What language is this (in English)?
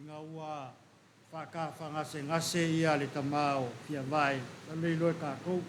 Samoan